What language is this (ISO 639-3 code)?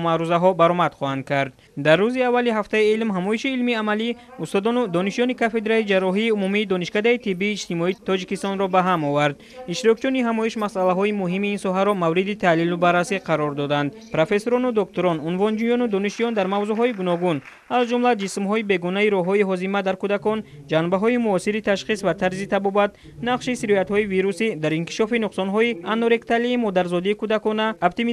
tgk